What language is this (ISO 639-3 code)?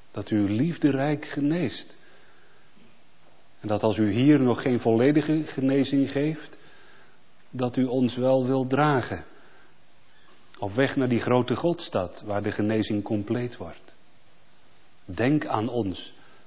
nld